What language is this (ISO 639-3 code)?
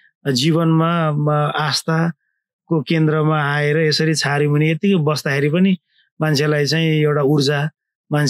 nep